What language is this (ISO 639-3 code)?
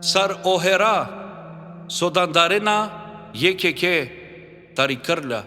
rmn